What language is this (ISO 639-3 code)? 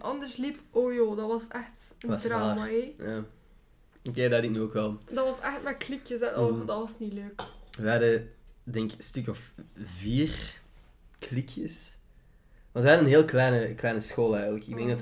nld